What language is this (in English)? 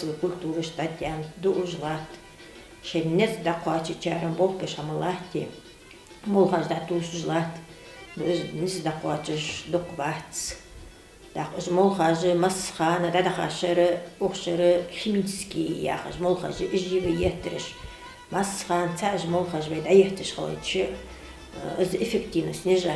Ingush